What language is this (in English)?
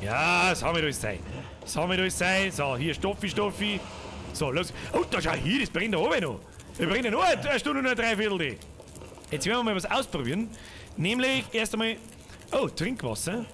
Bavarian